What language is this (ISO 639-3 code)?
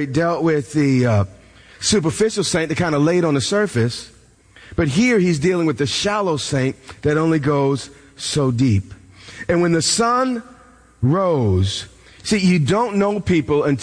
eng